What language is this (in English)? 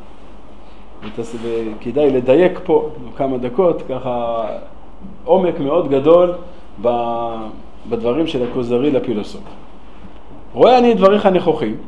Hebrew